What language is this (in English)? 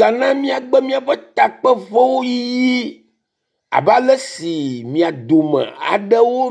Ewe